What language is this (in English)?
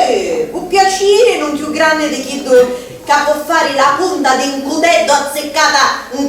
Sicilian